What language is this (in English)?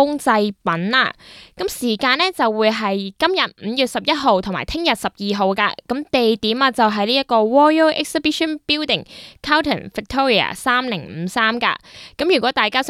Cantonese